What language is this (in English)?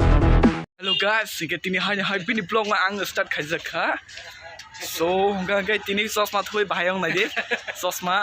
Kok Borok